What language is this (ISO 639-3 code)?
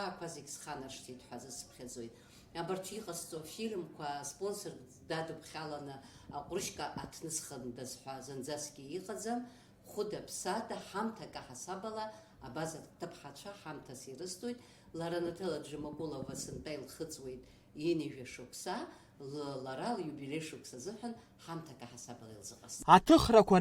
abk